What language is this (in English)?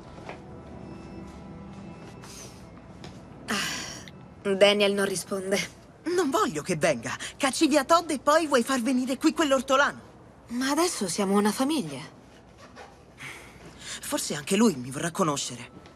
Italian